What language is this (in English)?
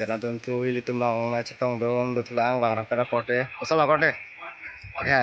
Karbi